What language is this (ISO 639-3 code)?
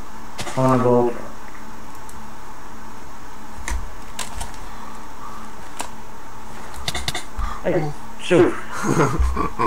nld